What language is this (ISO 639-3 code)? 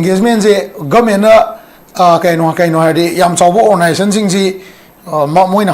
mni